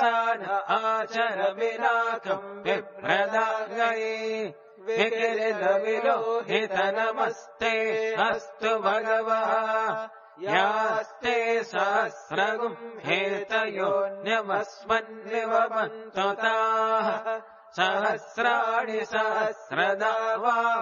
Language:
Sanskrit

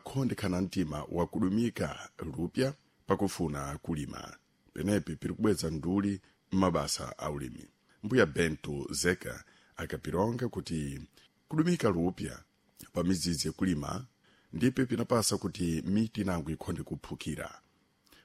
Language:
Sena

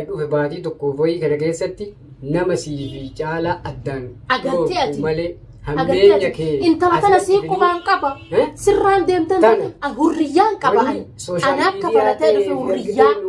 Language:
Oromo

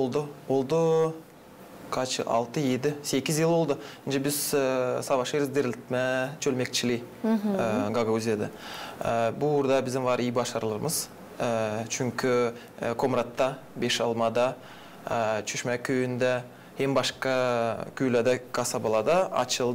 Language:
Gagauz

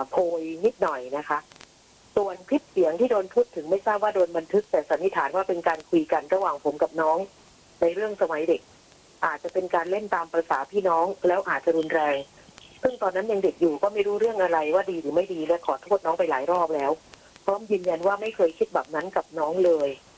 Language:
Thai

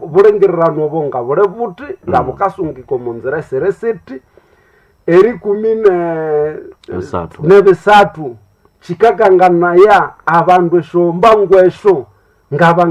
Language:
Nande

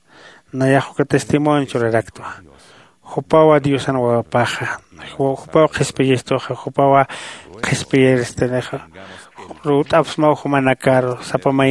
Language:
Aymara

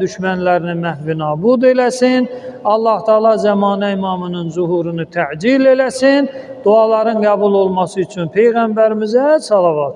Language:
Azerbaijani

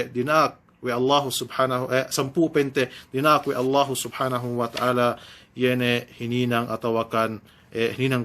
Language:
Yakan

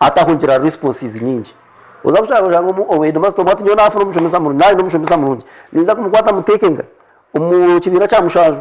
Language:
Nyankole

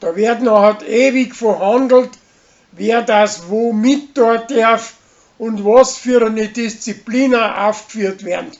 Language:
Bavarian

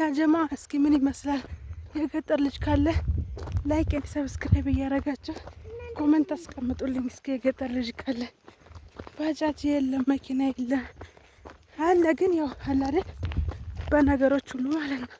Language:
Amharic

